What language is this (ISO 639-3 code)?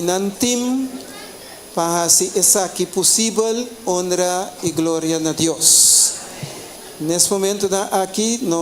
pap